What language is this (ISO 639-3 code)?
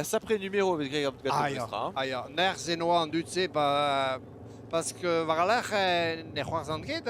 bre